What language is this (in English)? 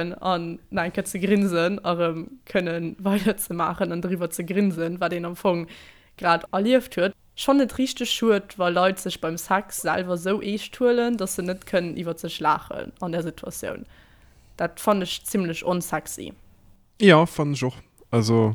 Luxembourgish